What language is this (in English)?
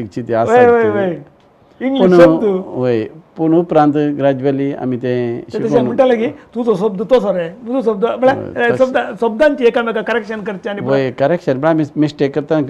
Konkani